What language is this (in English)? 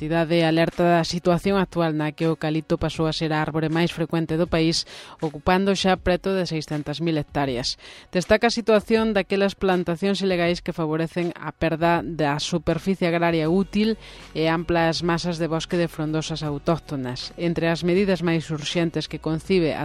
Galician